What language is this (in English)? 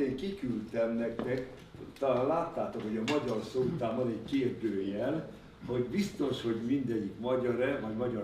Hungarian